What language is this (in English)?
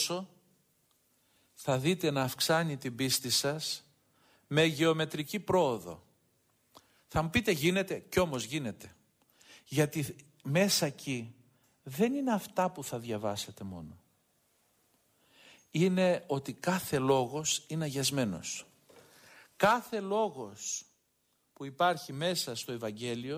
Greek